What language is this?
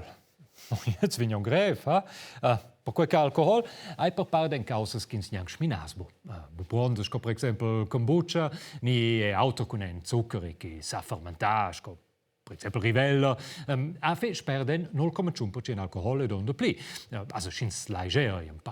Romansh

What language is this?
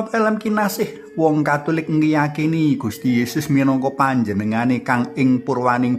Javanese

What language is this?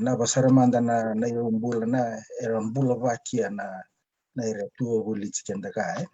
Fijian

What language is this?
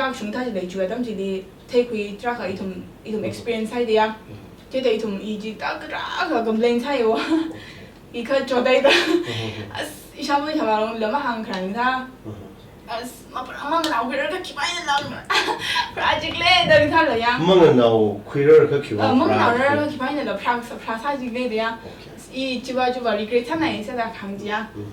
Tangkhul Naga (India)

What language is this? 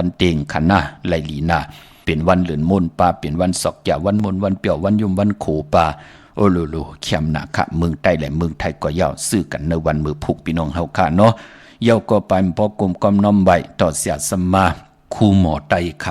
Shan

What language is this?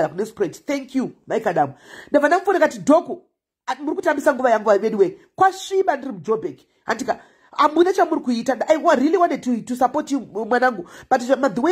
Shona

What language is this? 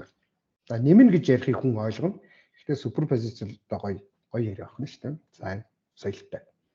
Mongolian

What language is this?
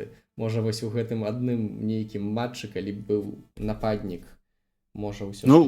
Belarusian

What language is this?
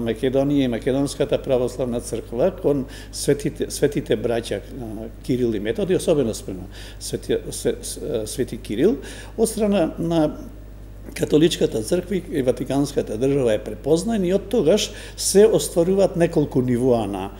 Macedonian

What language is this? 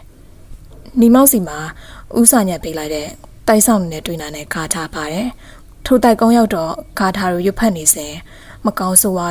Burmese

